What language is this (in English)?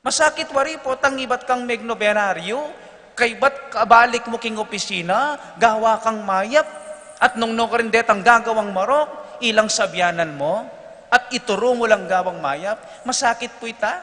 Pampanga